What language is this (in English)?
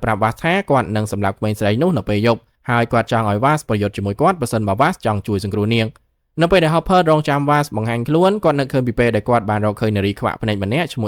Khmer